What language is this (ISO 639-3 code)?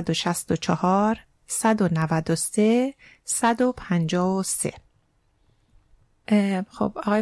fas